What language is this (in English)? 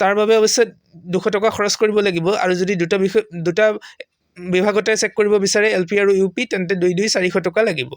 Assamese